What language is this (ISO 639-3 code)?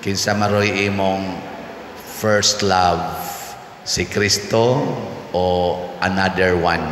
ceb